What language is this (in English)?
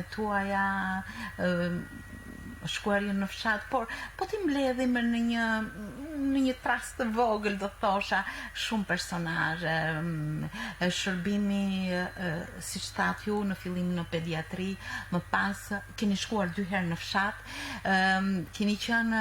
Albanian